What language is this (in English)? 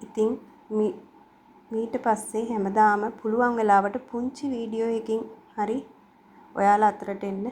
Sinhala